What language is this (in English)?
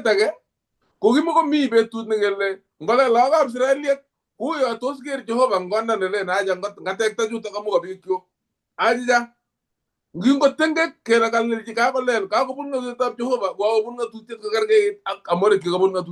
Kalenjin